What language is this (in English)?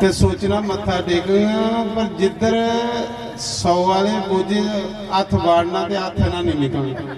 Dogri